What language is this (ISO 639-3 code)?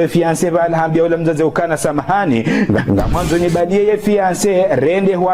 zdj